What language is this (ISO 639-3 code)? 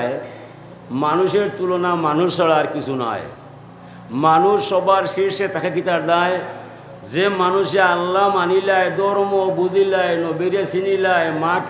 syl